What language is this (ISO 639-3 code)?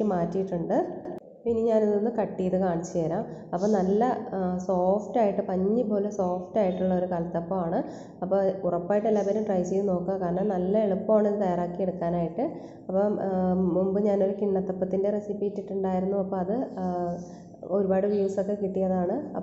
mal